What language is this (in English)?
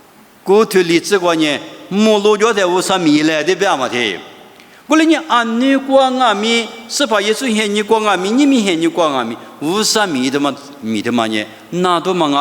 Lisu